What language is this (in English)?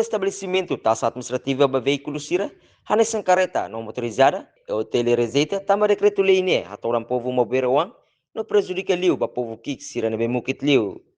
Tetum